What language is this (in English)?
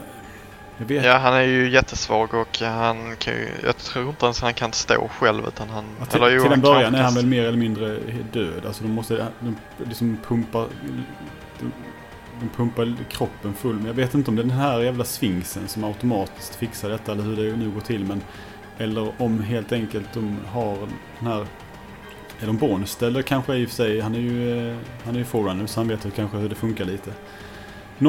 Swedish